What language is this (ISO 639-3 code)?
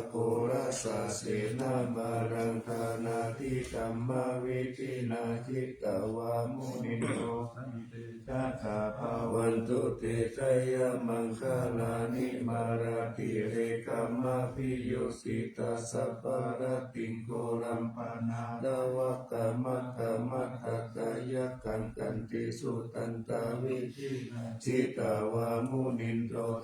pli